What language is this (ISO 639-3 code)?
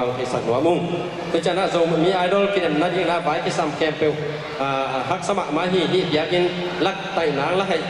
ctd